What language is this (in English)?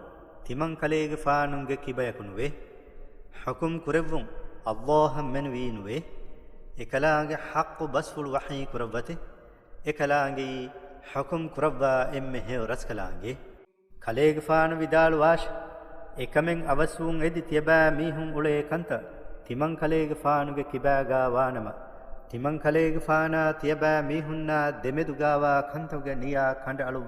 Divehi